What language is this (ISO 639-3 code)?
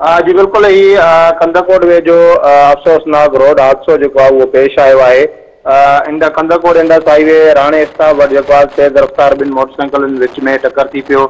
snd